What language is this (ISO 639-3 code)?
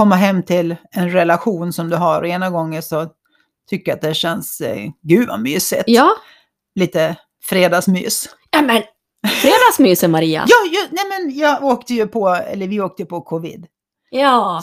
swe